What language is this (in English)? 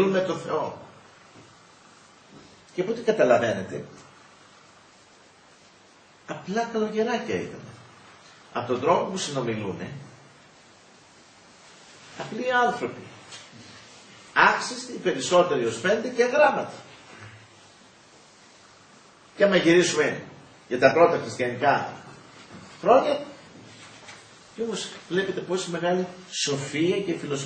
Greek